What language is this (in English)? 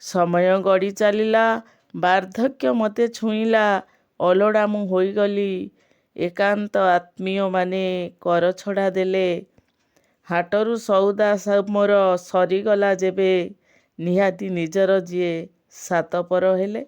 Odia